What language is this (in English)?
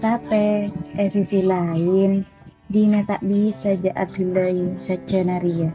Madurese